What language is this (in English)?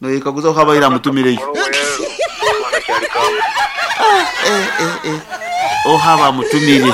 Nyoro